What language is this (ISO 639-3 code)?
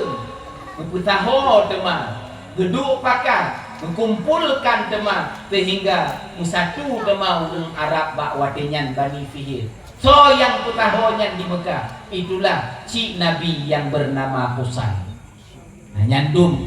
ace